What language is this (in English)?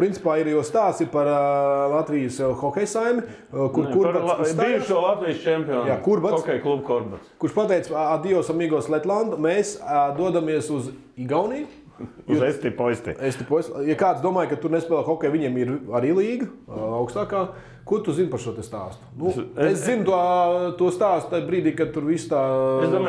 Latvian